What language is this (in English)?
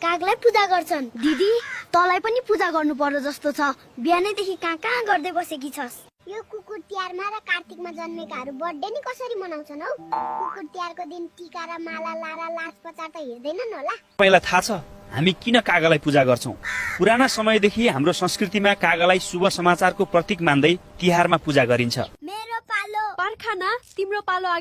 Nepali